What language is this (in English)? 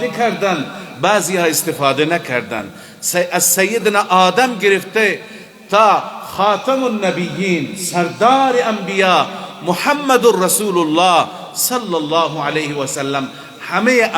Persian